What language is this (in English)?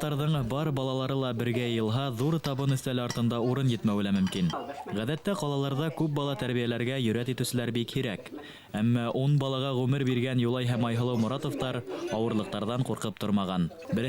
Bashkir